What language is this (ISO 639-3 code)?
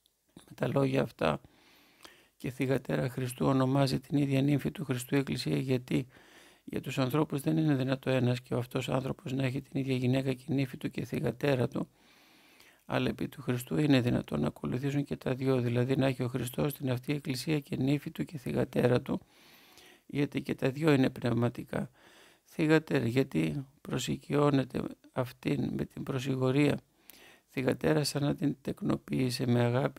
ell